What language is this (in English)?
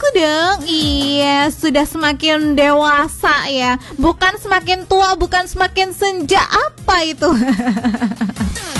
Indonesian